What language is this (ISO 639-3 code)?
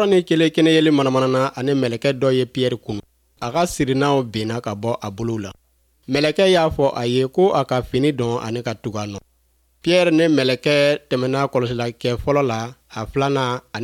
bam